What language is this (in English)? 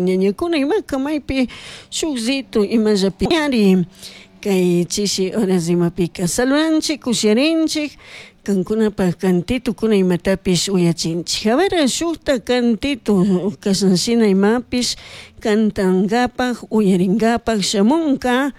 Chimborazo Highland Quichua